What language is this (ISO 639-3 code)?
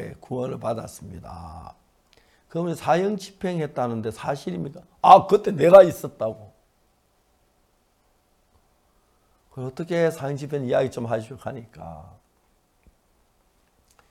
kor